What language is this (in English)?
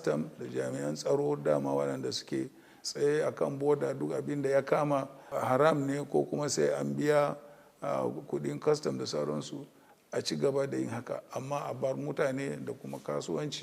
Hausa